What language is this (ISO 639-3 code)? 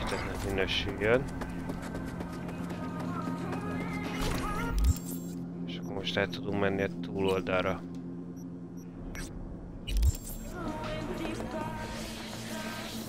hun